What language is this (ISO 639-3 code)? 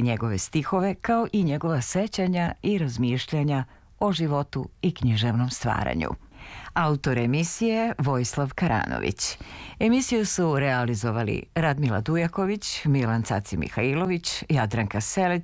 srp